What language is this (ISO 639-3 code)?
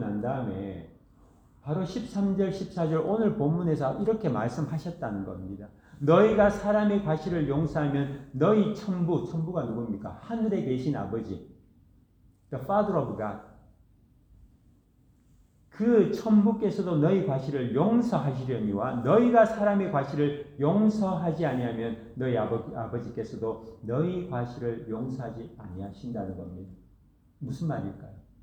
kor